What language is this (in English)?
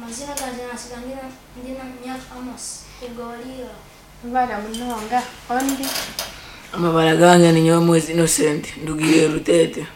Nyankole